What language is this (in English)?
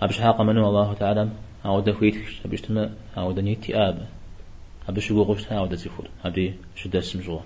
Kabardian